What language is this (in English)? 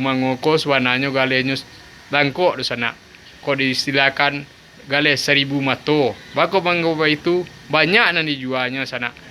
Minangkabau